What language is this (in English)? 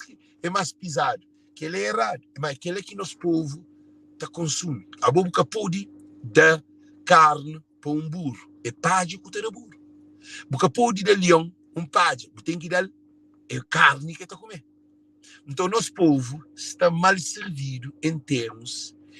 Kabuverdianu